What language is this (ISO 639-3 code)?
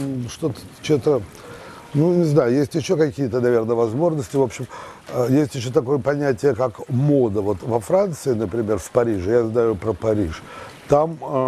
rus